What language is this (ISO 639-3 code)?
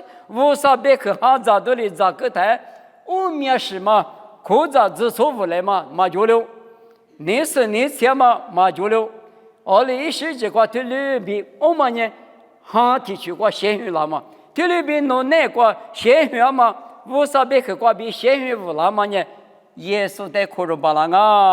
lis